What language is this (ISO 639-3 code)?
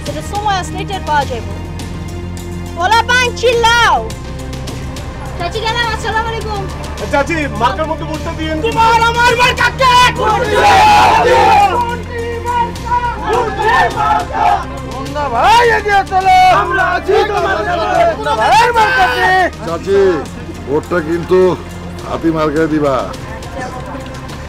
ben